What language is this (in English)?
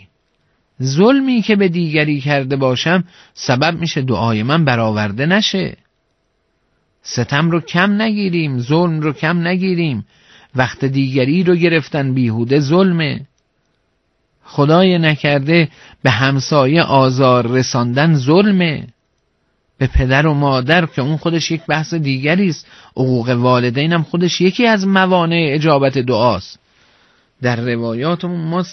Persian